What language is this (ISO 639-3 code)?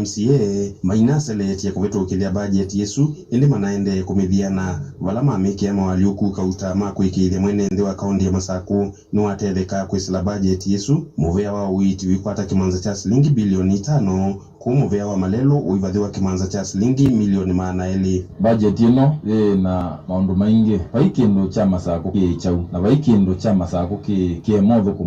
kam